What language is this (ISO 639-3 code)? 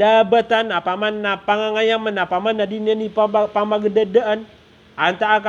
mrw